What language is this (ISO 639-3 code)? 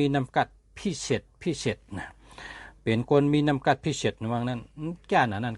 shn